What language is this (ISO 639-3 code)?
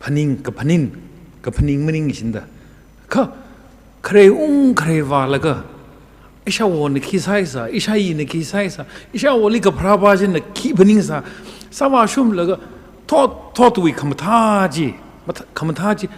nmf